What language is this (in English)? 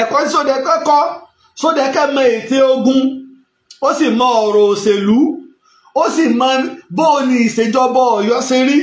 Yoruba